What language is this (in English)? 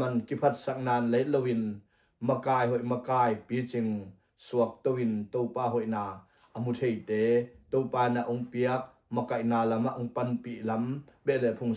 Tedim Chin